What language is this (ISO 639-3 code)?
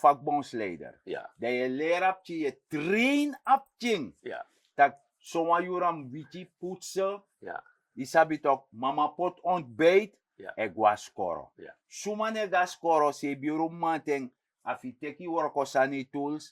srn